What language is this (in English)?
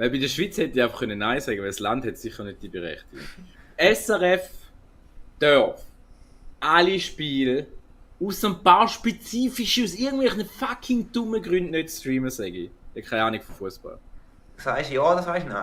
Swiss German